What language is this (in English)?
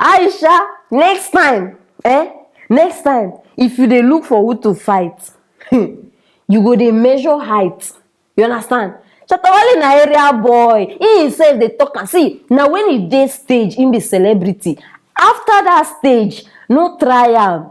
Nigerian Pidgin